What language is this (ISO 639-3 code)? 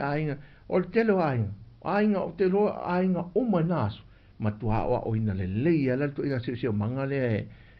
smo